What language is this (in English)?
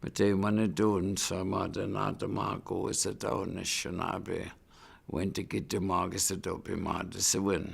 Chippewa